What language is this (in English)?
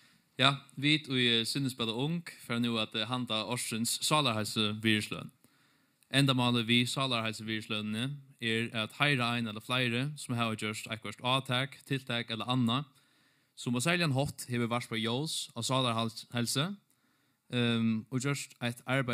Faroese